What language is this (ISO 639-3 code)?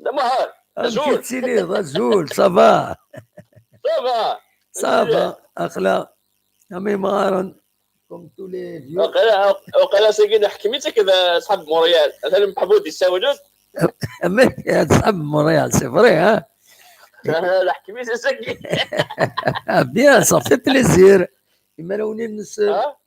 kab